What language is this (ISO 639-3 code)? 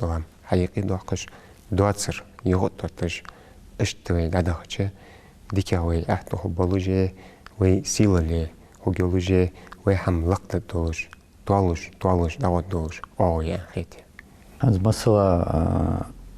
inh